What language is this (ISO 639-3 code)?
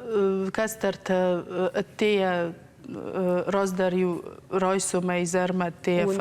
oss